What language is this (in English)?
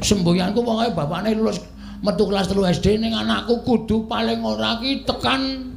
Javanese